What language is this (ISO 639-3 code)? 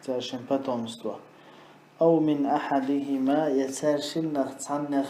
che